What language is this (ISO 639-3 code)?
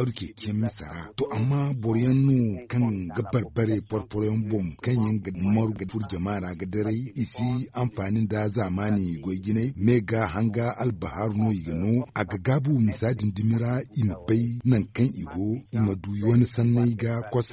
dje